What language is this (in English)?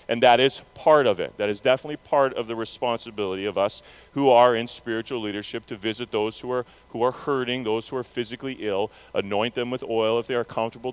English